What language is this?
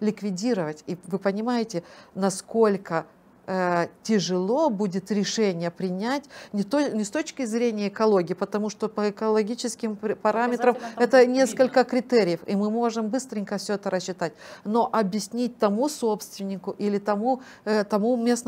Russian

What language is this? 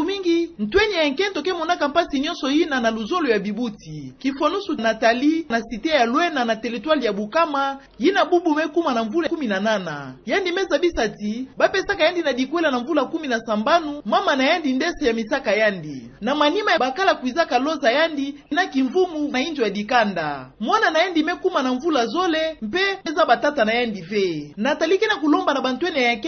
Kituba (Democratic Republic of Congo)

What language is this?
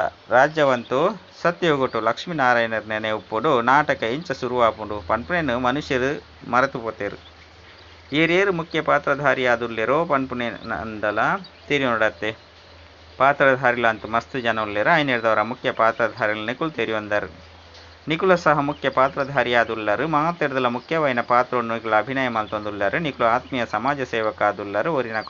Tulu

